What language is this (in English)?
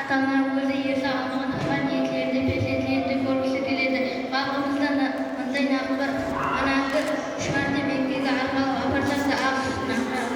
Kara-Kalpak